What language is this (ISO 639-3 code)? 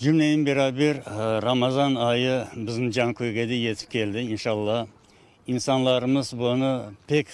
crh